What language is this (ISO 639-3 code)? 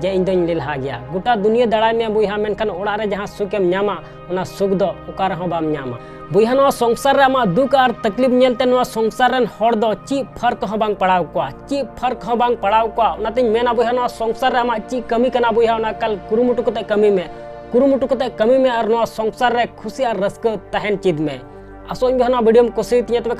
sat